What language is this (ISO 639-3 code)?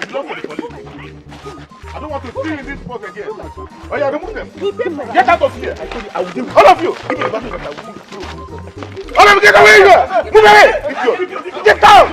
pcm